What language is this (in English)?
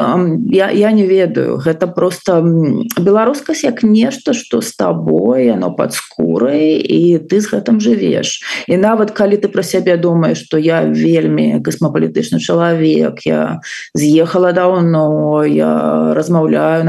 Belarusian